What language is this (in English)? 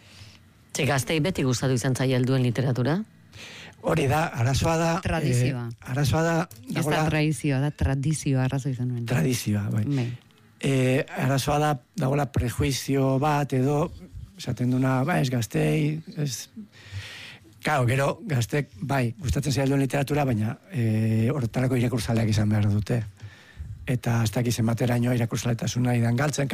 Basque